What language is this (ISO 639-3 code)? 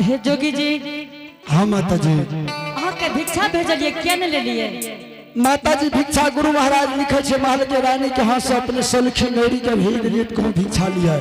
anp